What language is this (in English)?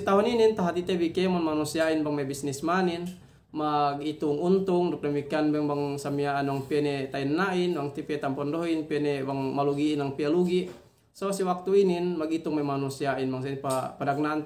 Yakan